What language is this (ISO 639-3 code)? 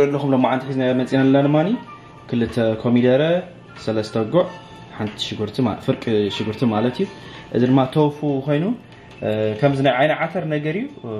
tir